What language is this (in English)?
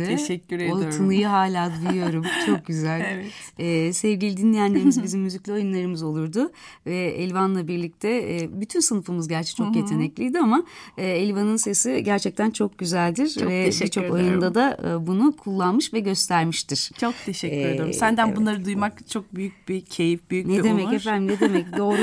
Turkish